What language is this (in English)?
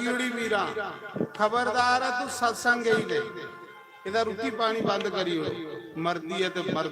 Dogri